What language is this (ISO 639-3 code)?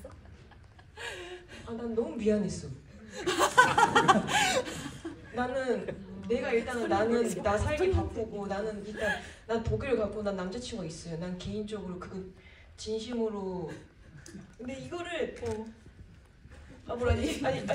kor